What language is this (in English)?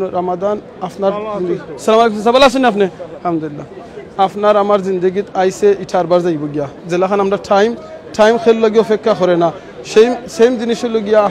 Sylheti